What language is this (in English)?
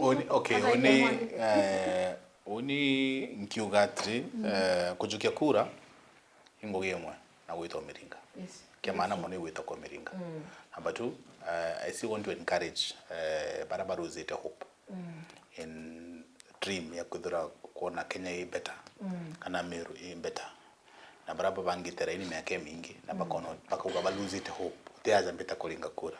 Meru